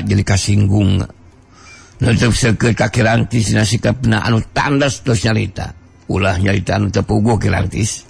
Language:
Sundanese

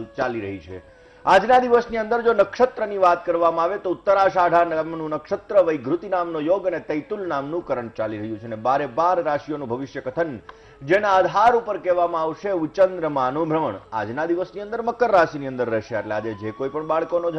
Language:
Gujarati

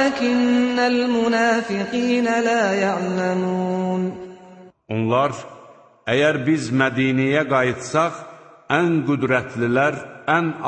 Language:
Azerbaijani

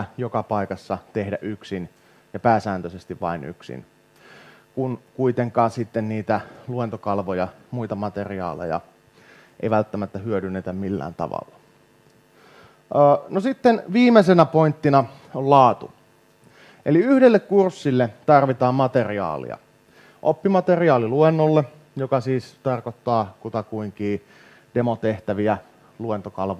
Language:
Finnish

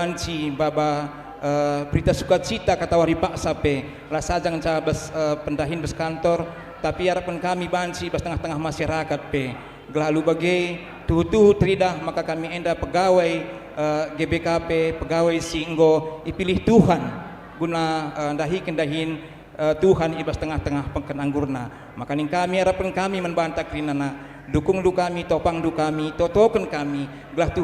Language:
Batak Karo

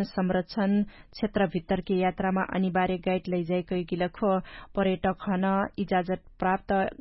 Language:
Dangaura Tharu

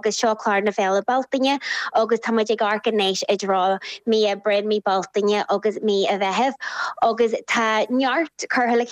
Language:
Irish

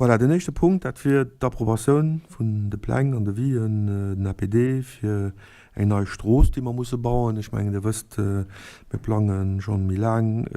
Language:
Luxembourgish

